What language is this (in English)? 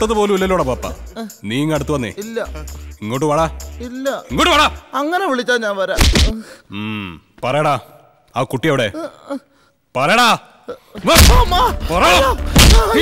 Malayalam